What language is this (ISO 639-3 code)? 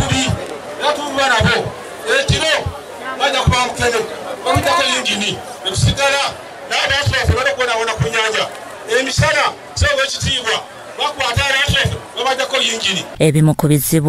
lug